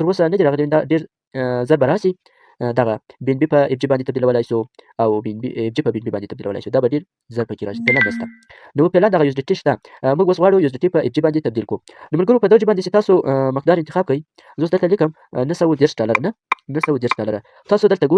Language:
Pashto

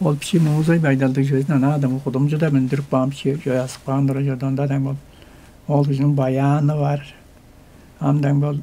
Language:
Tuvinian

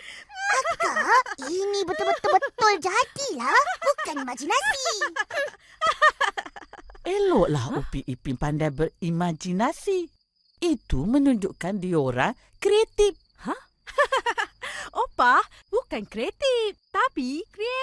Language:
Malay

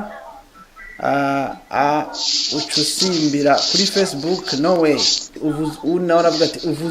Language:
Rundi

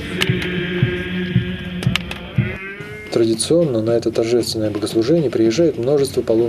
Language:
Russian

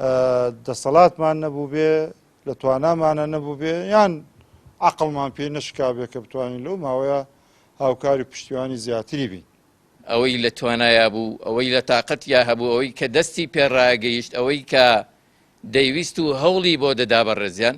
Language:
Central Kurdish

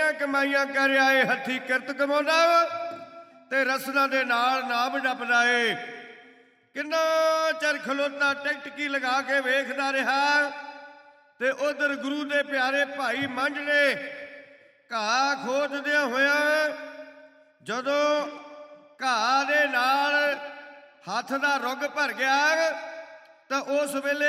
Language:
Punjabi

